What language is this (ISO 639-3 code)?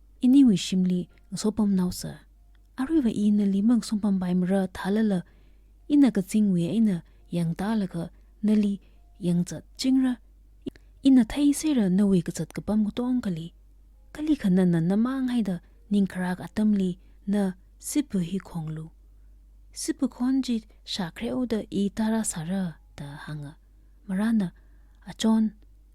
nmf